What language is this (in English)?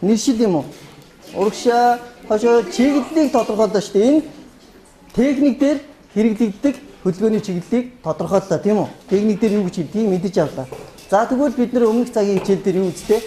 Mongolian